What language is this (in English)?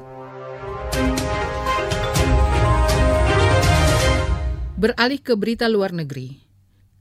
Indonesian